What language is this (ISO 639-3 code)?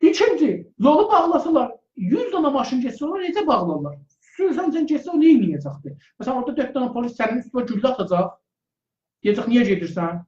azb